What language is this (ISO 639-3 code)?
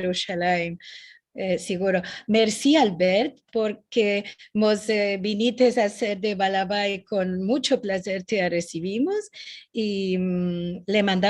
lad